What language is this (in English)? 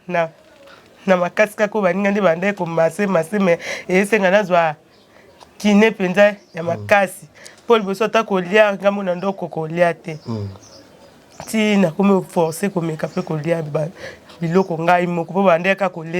Lingala